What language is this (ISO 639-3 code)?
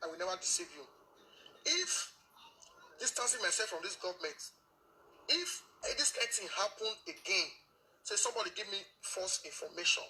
pcm